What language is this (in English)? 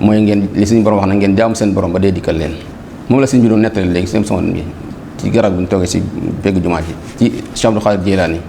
Wolof